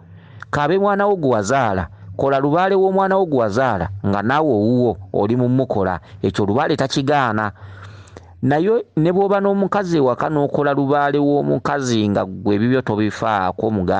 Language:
Ganda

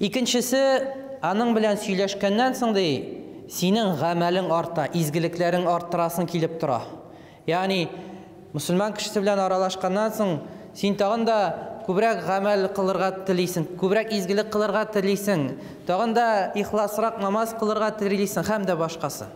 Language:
Tatar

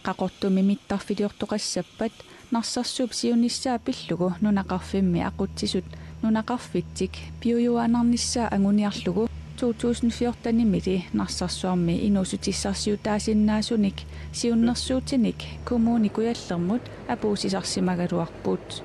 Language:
Kalaallisut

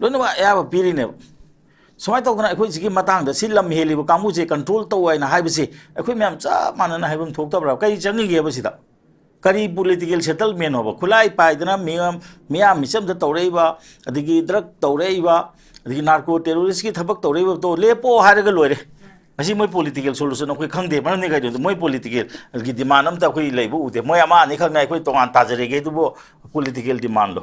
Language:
Manipuri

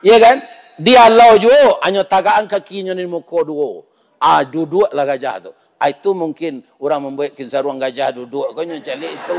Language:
Minangkabau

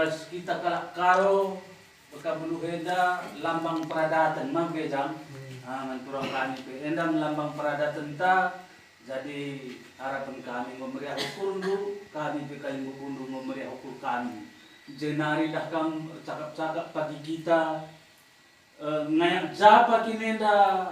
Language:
Batak Karo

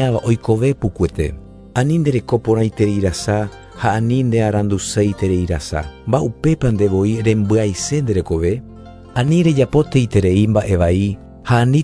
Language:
Guarani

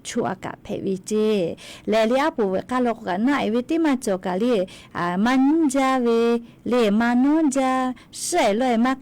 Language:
Lahu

